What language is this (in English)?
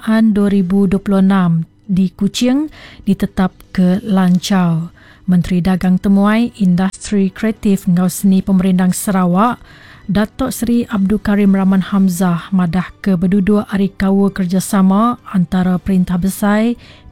Iban